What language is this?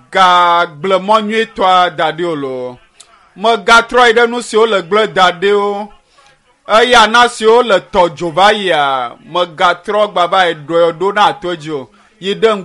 Ewe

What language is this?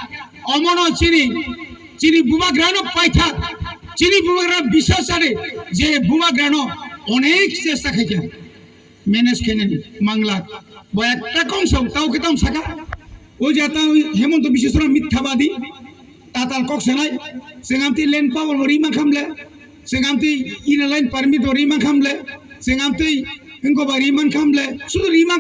Kok Borok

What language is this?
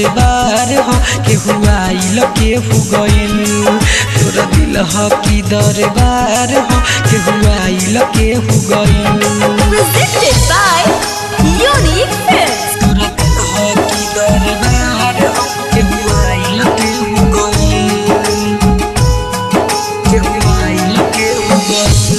Bhojpuri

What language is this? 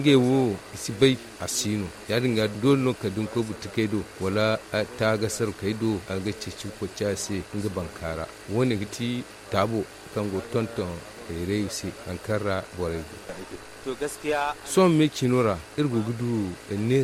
Zarma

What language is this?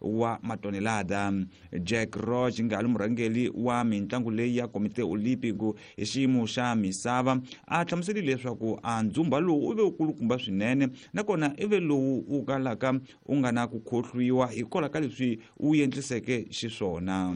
Tsonga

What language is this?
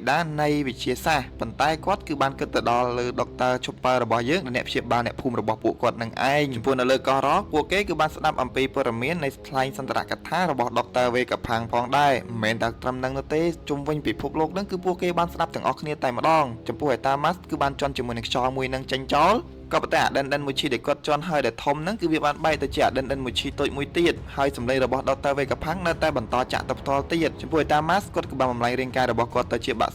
Khmer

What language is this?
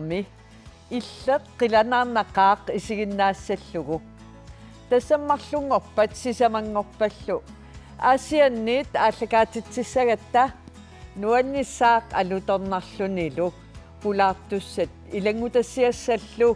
Kalaallisut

